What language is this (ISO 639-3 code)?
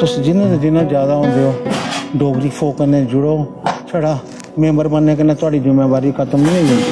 doi